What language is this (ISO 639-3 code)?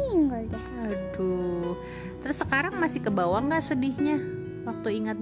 ind